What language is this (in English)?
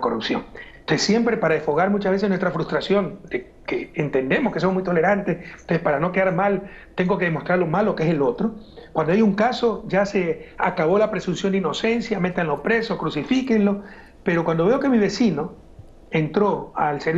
Spanish